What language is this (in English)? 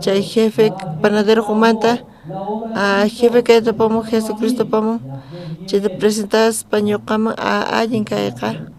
South Bolivian Quechua